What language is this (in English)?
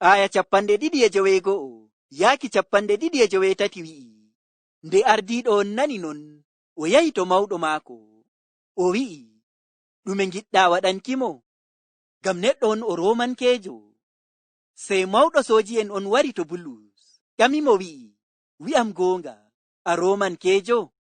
Fula